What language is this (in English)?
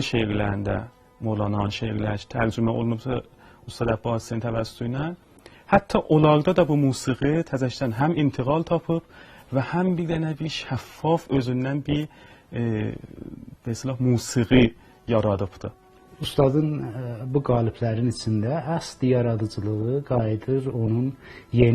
South Azerbaijani